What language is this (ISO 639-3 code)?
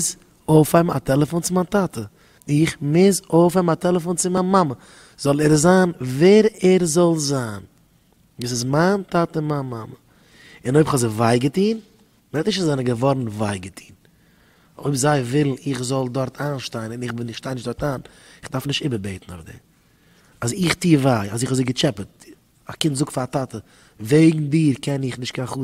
yid